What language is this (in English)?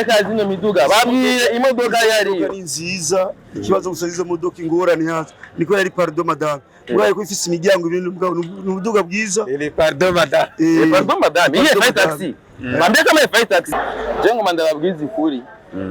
Rundi